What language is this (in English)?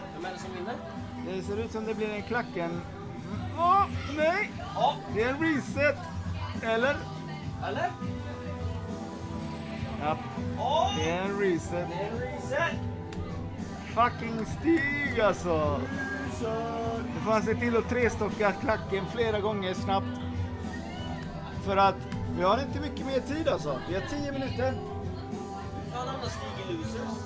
Swedish